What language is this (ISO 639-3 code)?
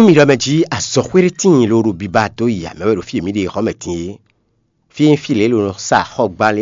fon